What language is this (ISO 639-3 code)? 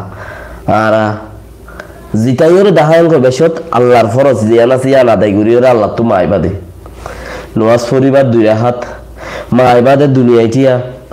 rhg